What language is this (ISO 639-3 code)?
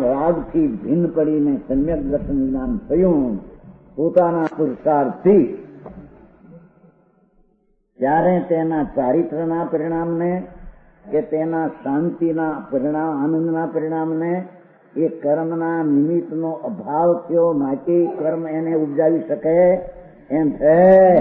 guj